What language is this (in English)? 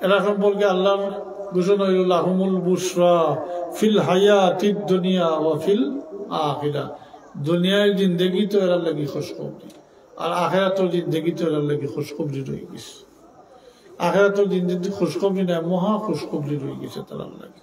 Sylheti